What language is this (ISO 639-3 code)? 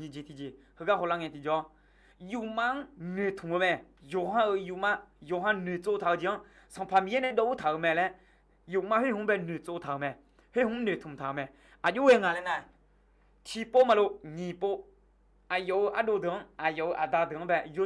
ahk